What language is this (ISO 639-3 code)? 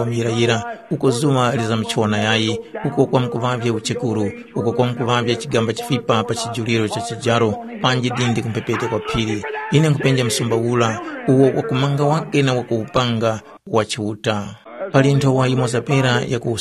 tum